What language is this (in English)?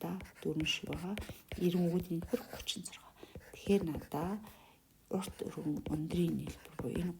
Mongolian